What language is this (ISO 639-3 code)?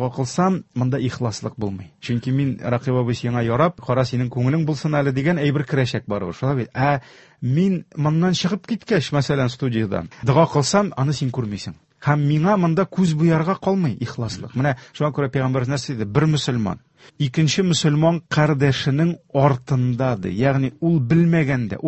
tat